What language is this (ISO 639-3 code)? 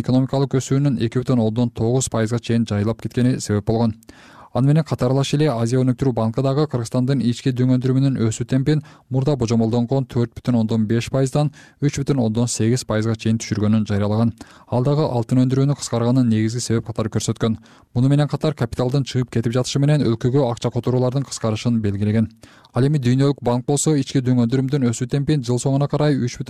kir